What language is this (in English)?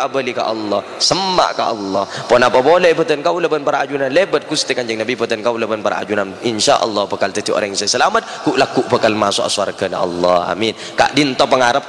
Madurese